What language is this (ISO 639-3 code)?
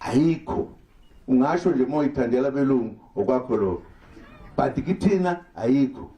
zul